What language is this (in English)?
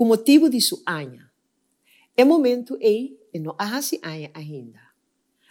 Papiamento